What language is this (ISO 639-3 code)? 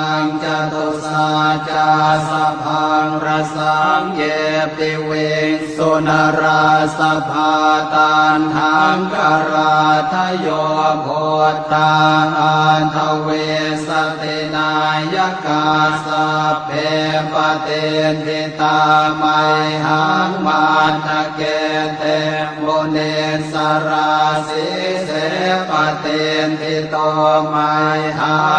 pli